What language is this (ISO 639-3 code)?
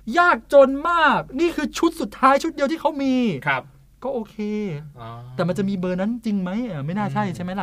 tha